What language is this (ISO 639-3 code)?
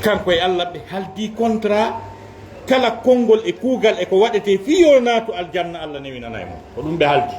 ful